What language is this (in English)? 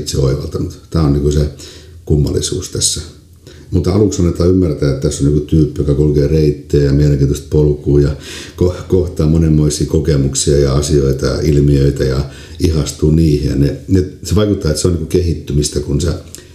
Finnish